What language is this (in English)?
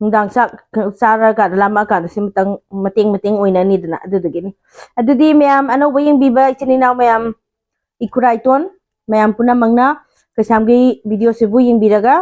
Manipuri